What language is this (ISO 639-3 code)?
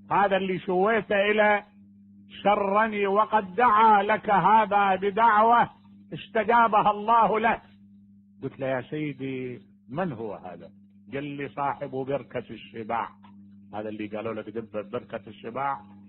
acm